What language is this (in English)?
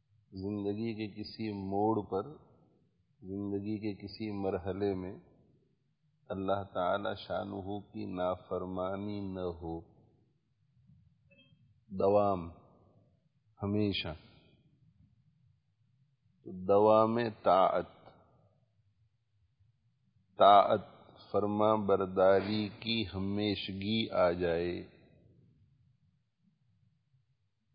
Urdu